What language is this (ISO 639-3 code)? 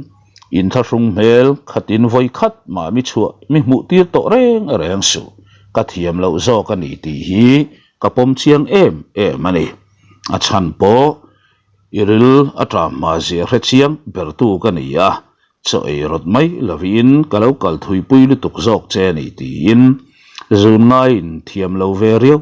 lus